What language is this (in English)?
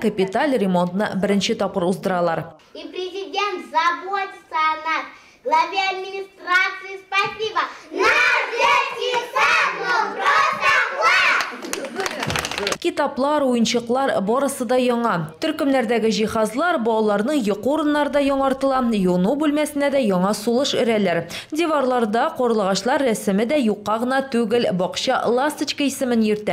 Tatar